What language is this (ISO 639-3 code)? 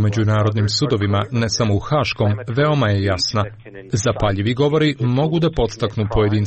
srp